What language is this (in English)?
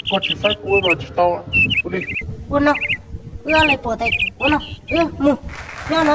Hmong